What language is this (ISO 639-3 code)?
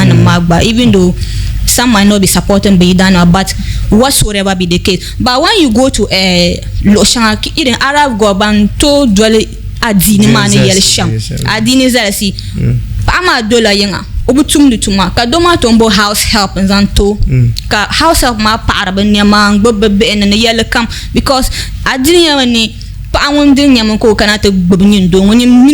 dag